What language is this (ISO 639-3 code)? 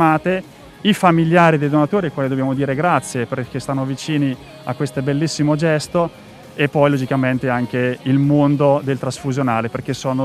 ita